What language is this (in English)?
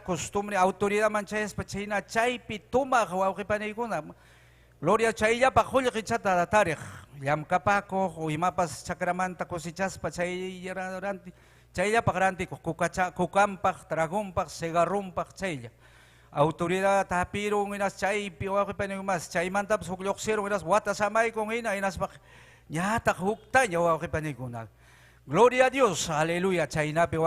Ayacucho Quechua